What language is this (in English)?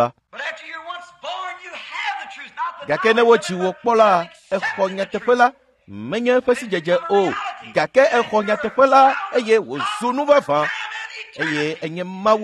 Ewe